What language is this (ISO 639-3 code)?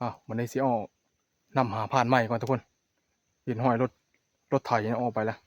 tts